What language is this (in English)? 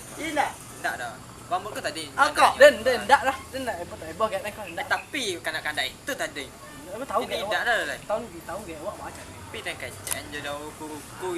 Minangkabau